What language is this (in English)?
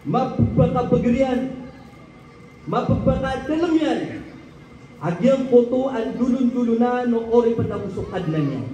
Maranao